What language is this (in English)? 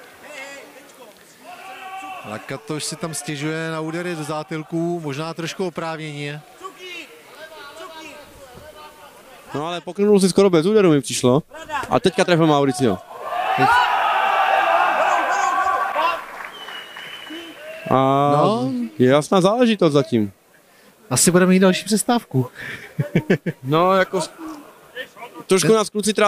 Czech